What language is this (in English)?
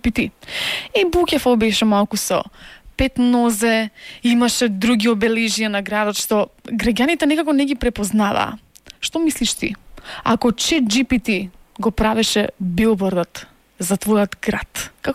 Macedonian